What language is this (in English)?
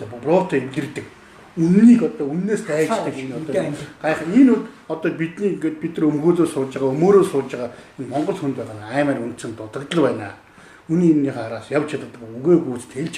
Mongolian